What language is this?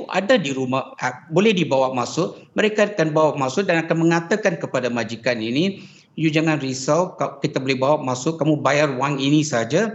Malay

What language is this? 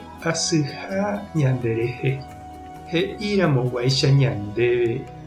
Guarani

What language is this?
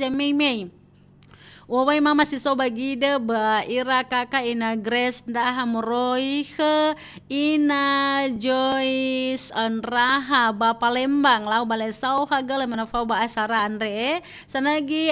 Nias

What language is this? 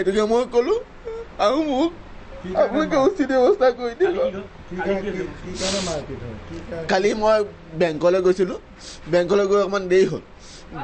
Assamese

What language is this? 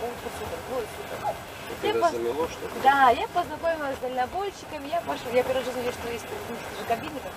Russian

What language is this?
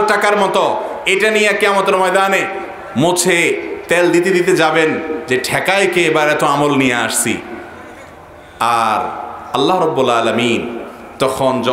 Bangla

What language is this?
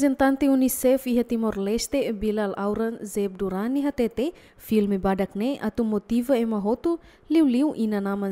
Tetum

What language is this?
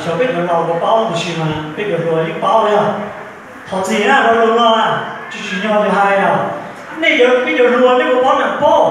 Hmong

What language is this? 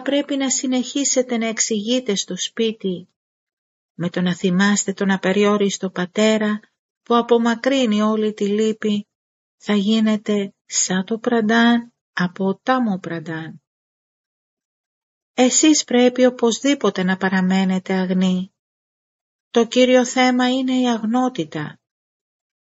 Greek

